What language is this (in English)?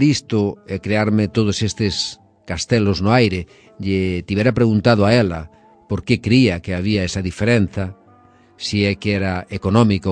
Galician